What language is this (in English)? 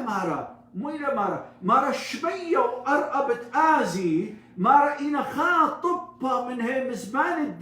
Assyrian Neo-Aramaic